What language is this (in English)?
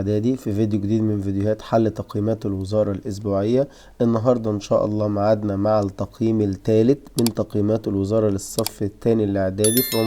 Egyptian Arabic